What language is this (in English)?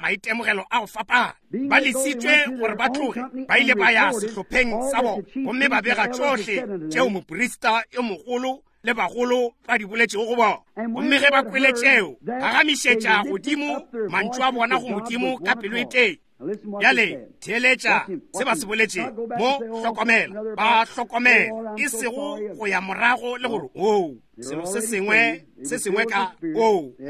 Northern Sotho